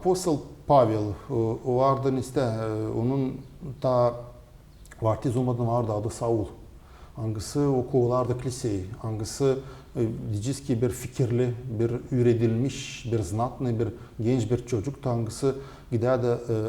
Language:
Gagauz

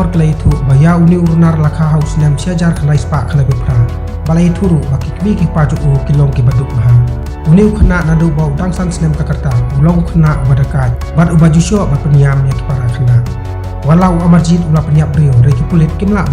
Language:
Khasi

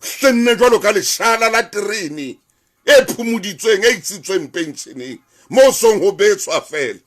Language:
Southern Sotho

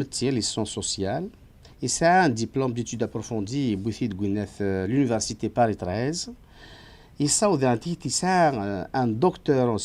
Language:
Kabyle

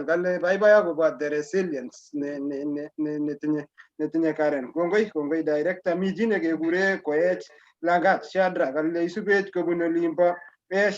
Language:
Kalenjin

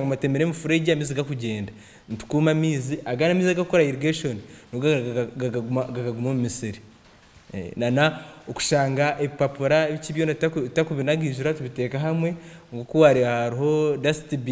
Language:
Nyankole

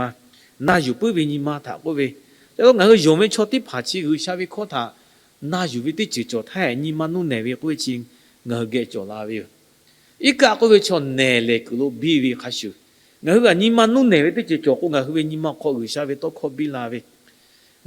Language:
Lahu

